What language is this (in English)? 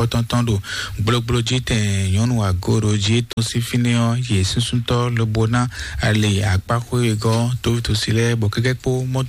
Fon